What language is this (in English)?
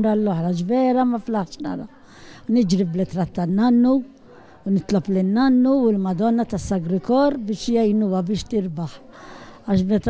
Maltese